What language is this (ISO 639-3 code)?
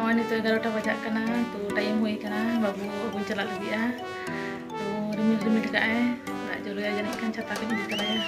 sat